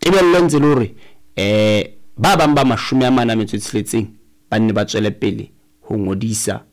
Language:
Southern Sotho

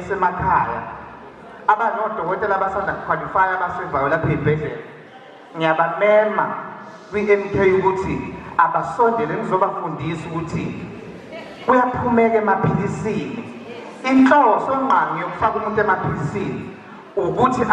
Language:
Zulu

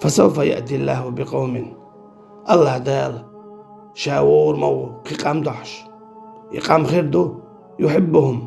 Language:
Chechen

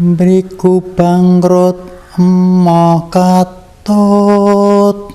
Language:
Javanese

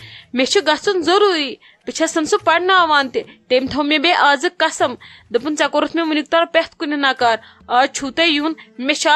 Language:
Kashmiri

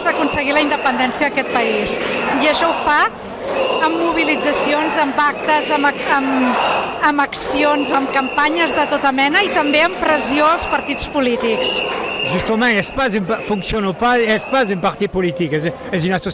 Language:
Occitan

